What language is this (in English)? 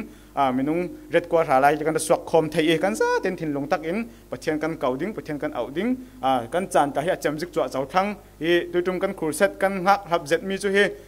Falam Chin